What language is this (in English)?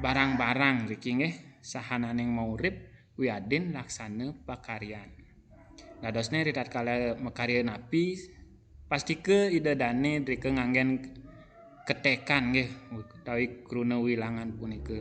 Balinese